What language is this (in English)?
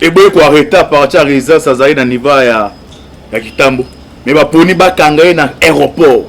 Lingala